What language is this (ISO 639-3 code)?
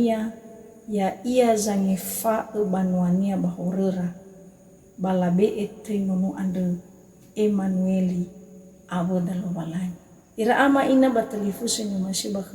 nia